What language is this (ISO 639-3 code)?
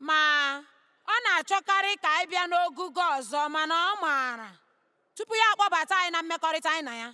ibo